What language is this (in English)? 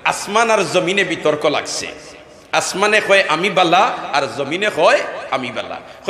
Sylheti